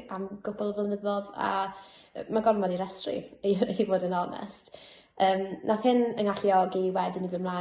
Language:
Welsh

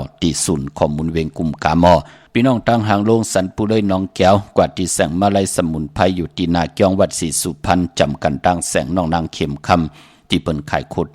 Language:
Shan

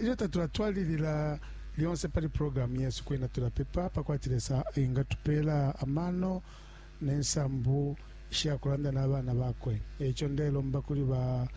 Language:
Bemba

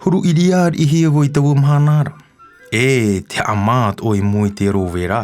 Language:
Tahitian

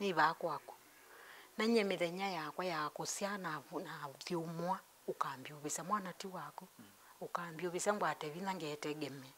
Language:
Kamba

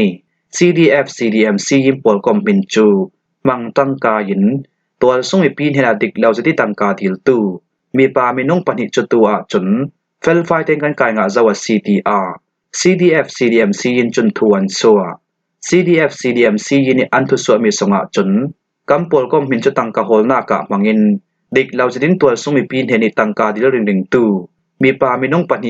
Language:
Falam Chin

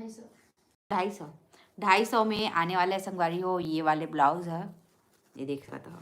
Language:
Chhattisgarhi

